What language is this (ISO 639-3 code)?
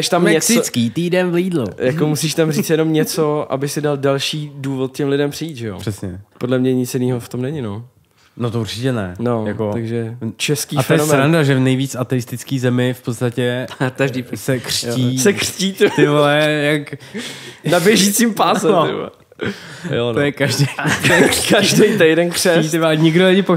ces